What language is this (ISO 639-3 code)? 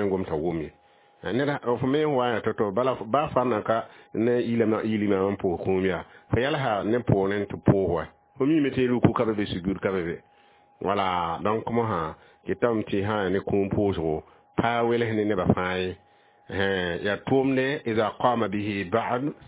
mos